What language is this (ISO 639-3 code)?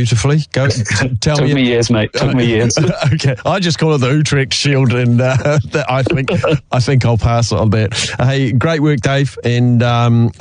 eng